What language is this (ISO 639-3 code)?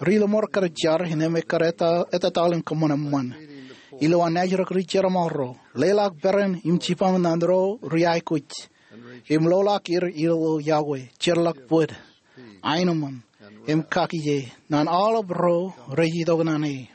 mah